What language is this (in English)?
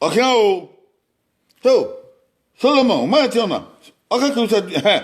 Bini